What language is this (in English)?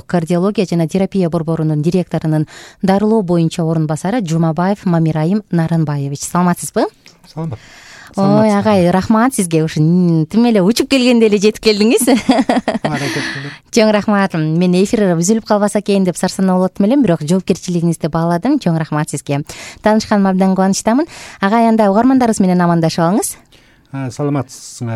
Kyrgyz